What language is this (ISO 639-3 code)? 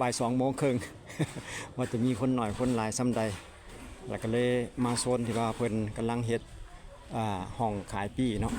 lao